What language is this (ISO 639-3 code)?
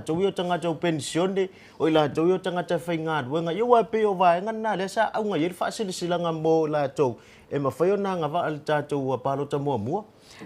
smo